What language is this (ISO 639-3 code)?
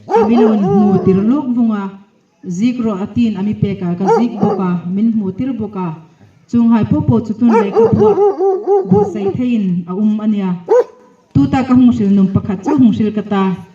hmr